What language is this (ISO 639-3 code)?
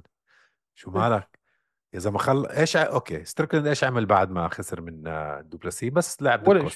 apc